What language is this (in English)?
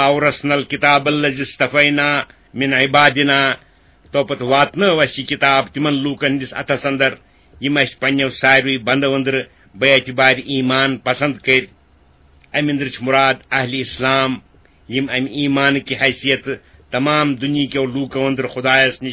Kashmiri